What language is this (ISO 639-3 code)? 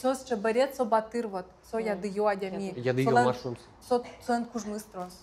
udm